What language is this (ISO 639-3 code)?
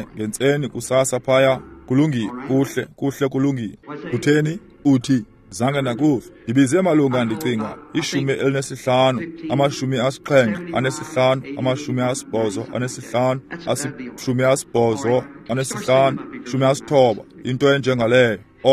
xho